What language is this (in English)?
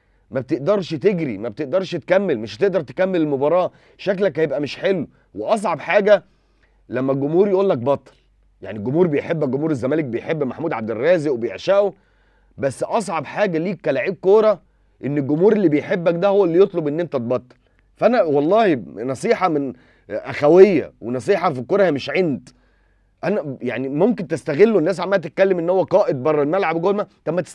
Egyptian Arabic